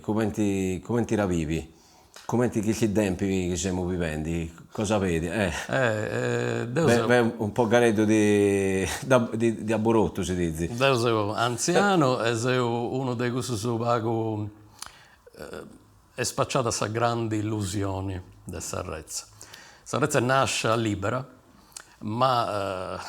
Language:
Sardinian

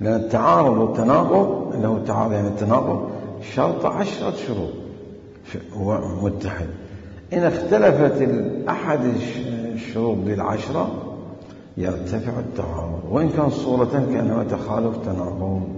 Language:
Mesopotamian Arabic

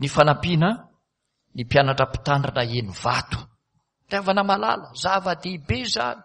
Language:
Malagasy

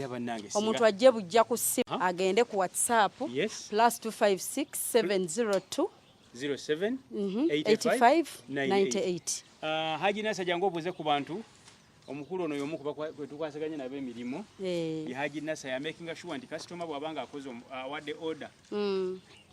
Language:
Ganda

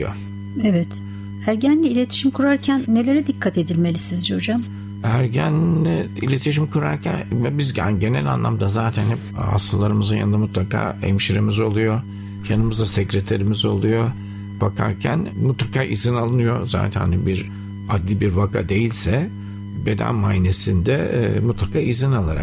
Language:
Turkish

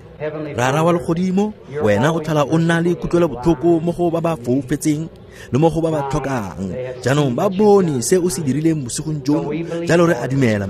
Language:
Tswana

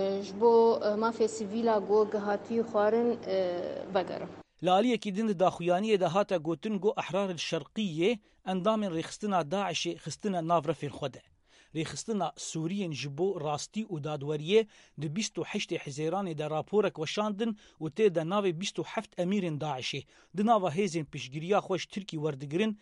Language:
Kurdish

